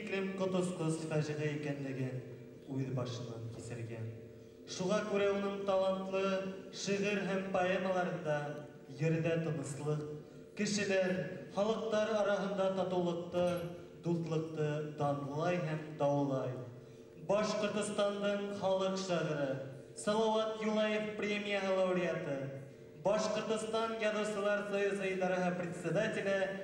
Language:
Bashkir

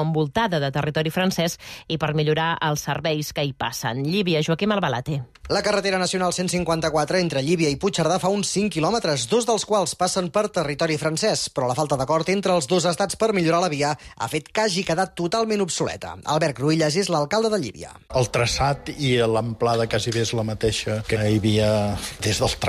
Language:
Catalan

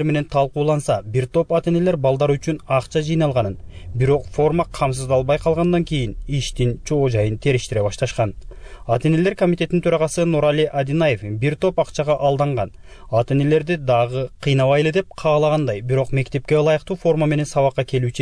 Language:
Kyrgyz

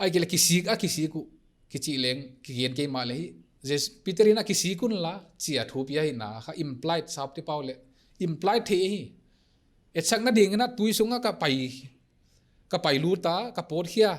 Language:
Paite Chin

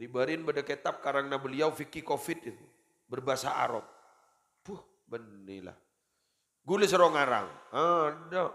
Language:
Madurese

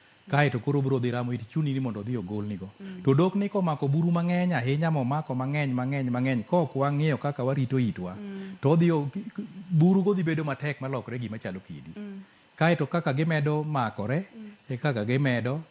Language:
Luo (Kenya and Tanzania)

